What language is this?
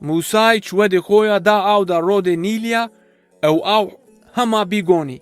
Zaza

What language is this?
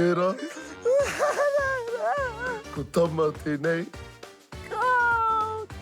Māori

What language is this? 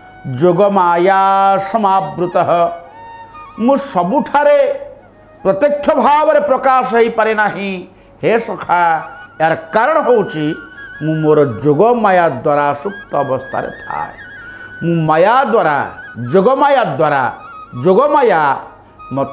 Odia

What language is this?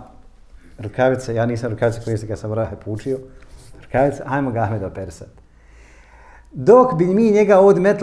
Bosnian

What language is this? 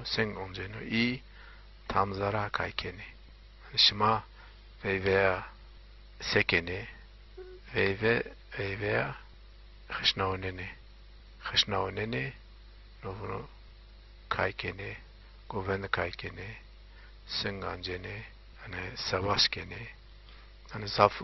Zaza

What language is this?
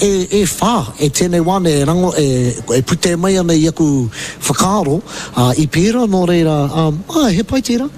Māori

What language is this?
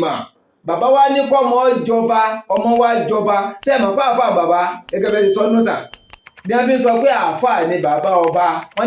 Yoruba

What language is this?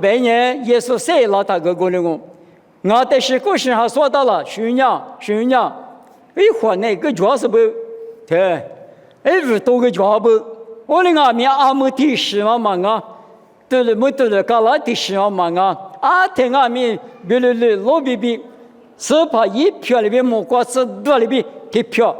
Lisu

